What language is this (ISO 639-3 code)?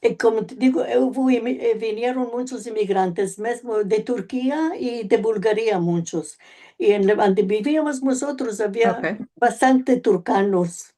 lad